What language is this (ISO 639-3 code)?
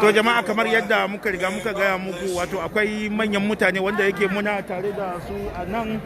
hau